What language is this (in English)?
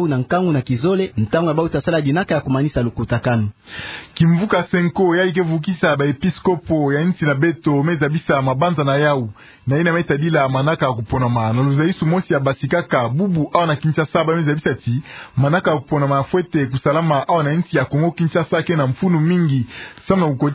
Kituba (Democratic Republic of Congo)